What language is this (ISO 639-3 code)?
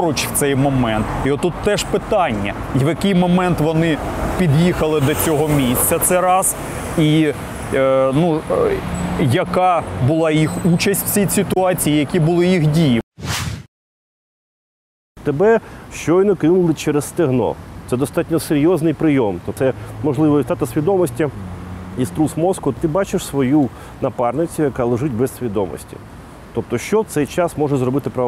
ukr